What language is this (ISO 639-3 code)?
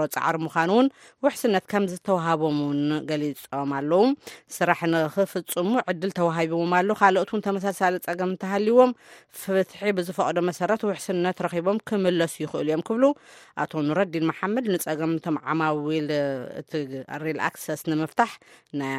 tir